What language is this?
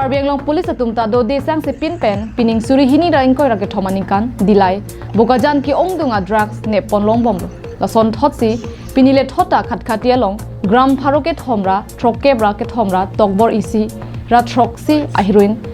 Karbi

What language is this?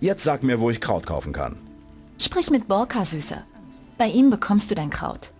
Bavarian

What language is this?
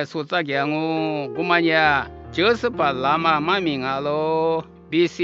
Lisu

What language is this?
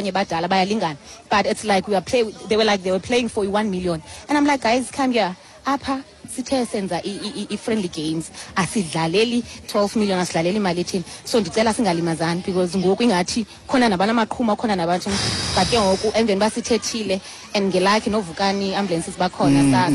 Xhosa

